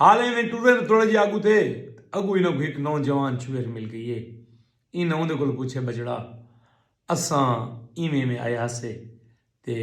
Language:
Saraiki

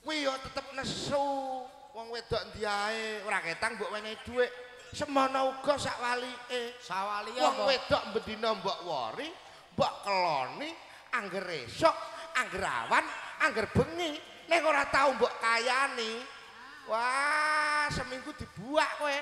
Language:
Javanese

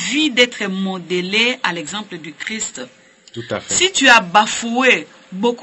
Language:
French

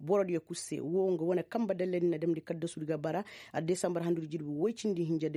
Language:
Koyraboro Senni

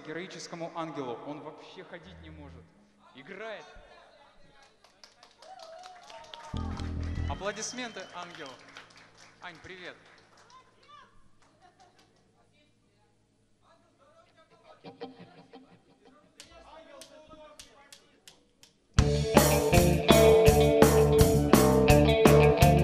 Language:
Russian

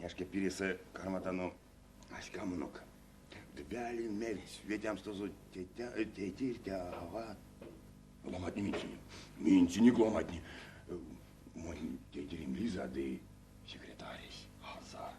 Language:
Erzya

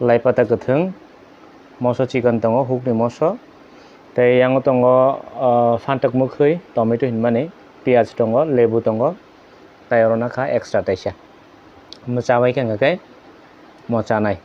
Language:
Kok Borok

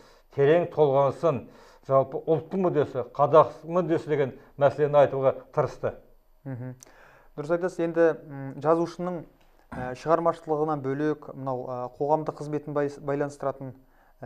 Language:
Kazakh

